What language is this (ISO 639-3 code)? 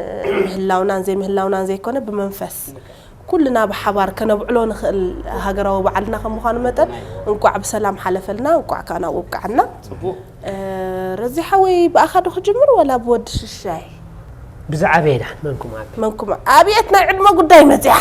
tir